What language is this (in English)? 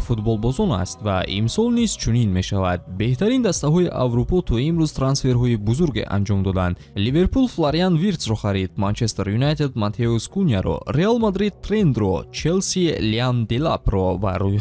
Tajik